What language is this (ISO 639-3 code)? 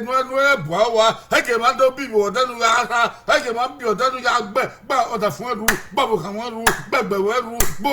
bin